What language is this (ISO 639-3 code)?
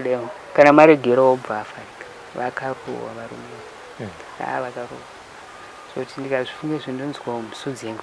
sna